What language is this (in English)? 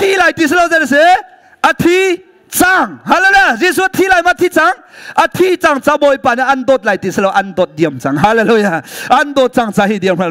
Hakha Chin